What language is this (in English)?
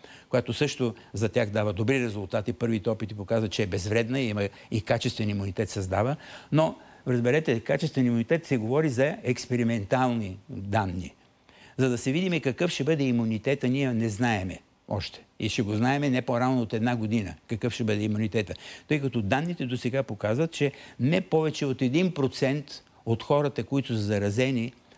Bulgarian